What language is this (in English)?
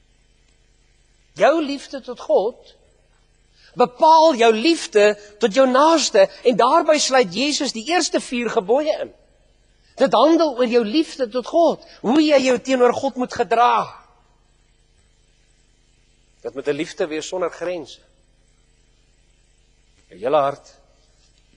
Afrikaans